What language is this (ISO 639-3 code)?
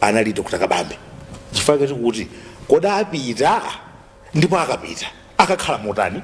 nya